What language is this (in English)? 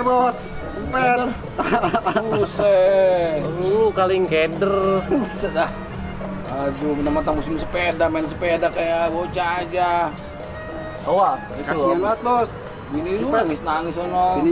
Betawi